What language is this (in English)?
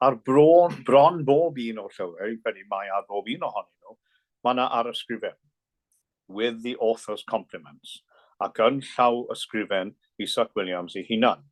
Welsh